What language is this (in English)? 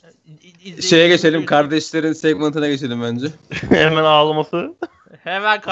Turkish